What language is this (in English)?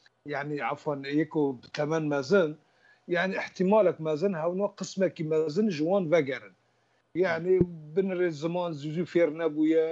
Kurdish